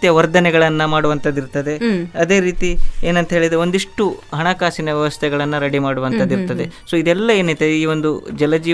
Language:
Kannada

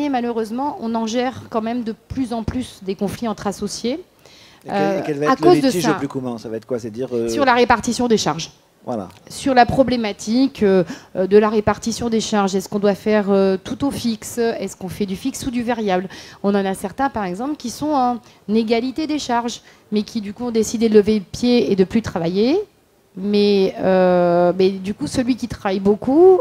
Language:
French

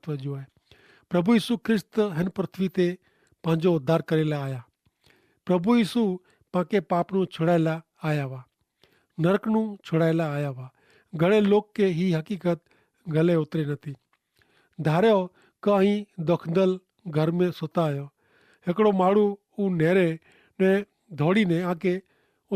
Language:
Kachhi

